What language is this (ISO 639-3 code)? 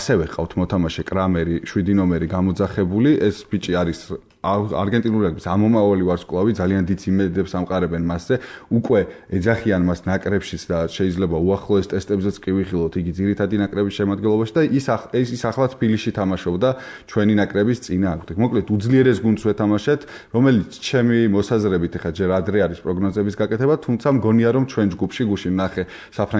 kat